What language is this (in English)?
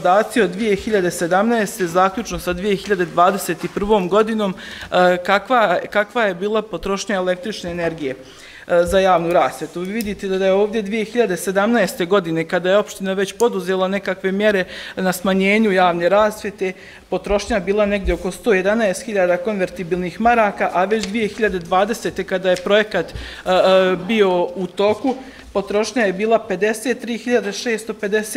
Bosnian